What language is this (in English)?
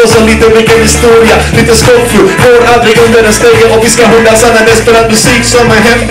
Swedish